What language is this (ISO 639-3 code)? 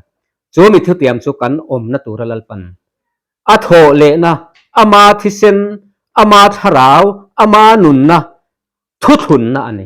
lus